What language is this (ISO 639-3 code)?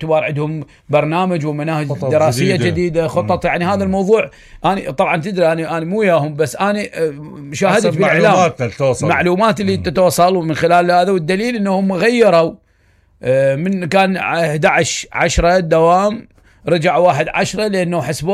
acm